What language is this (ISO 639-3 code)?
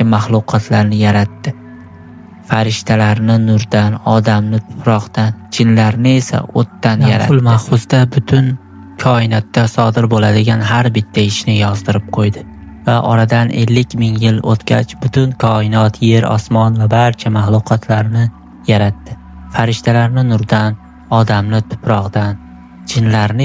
uzb